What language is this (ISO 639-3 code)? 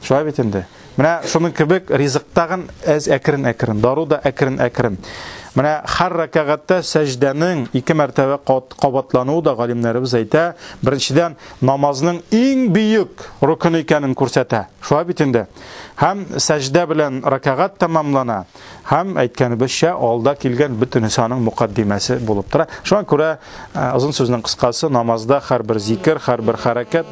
tat